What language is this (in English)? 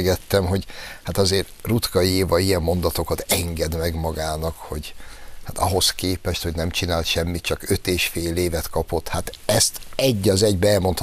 Hungarian